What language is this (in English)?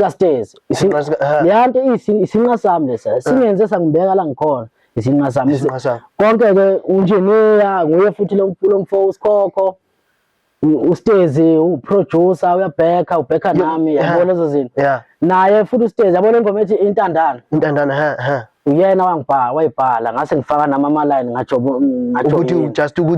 Zulu